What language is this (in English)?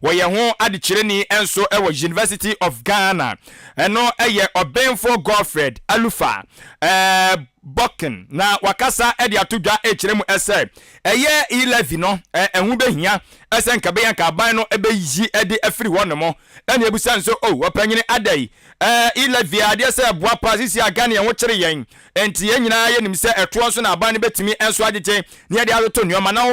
Akan